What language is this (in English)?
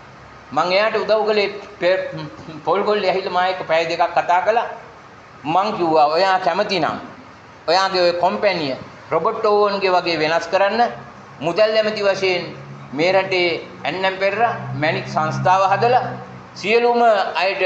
Sinhala